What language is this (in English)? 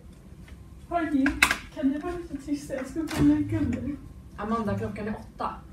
Swedish